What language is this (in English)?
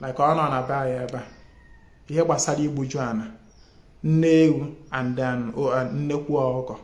Igbo